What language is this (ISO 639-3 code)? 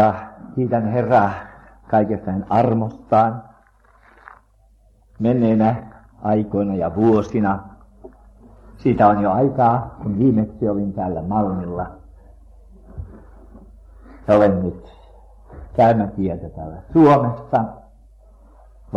fin